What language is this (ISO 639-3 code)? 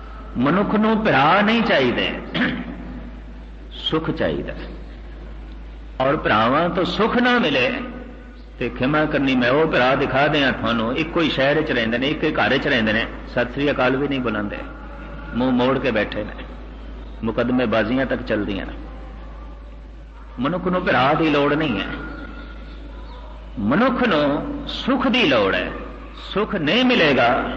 pan